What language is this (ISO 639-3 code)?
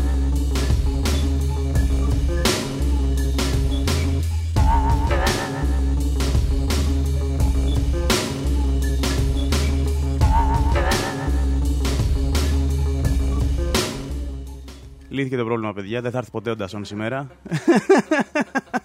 ell